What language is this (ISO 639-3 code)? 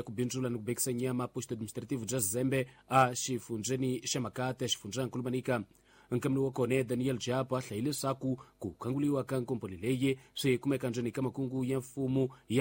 tso